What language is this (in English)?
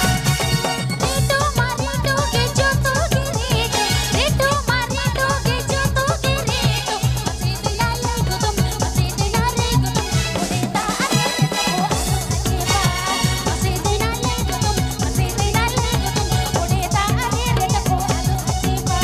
Santali